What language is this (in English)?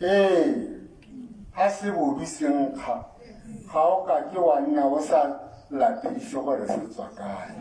Tswana